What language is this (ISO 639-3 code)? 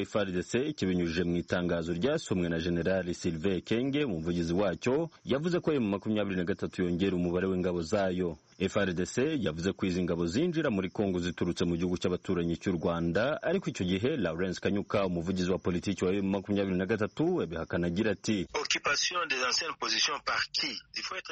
kin